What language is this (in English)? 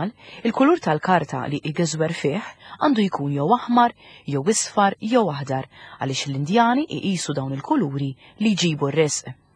Maltese